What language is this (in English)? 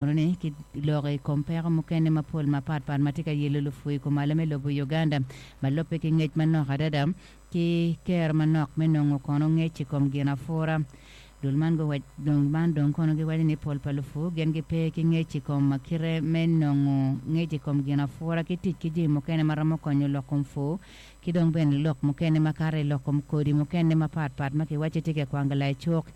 Acoli